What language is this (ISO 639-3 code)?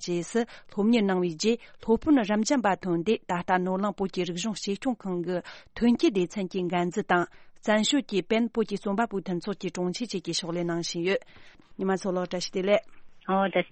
bod